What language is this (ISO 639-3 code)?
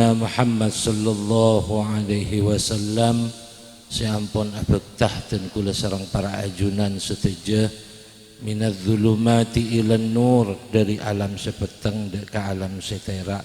mad